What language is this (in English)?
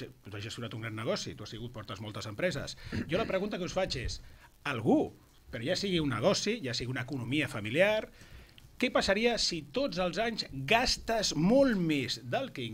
Catalan